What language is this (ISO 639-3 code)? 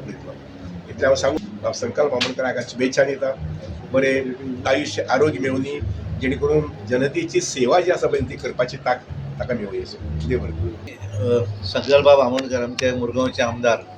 kok